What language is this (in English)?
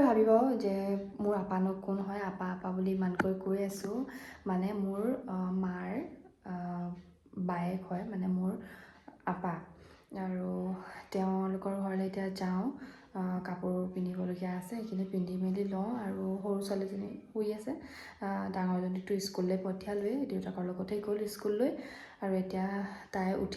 Assamese